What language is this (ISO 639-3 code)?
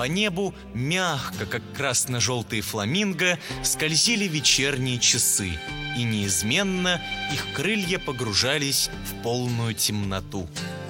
rus